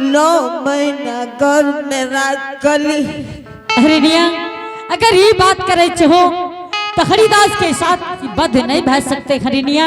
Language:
Angika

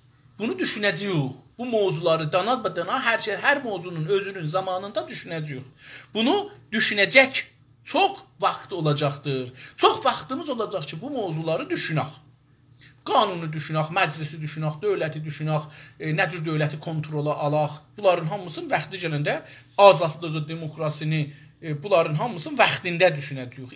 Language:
South Azerbaijani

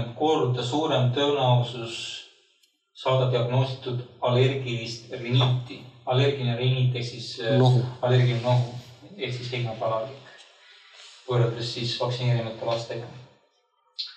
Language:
Estonian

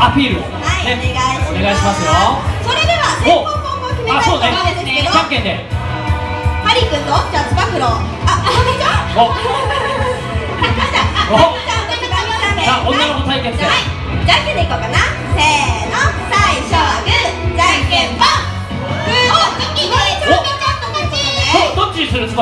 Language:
Japanese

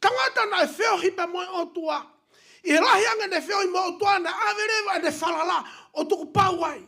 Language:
Tongan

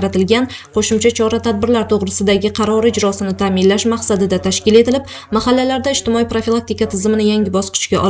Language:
Uzbek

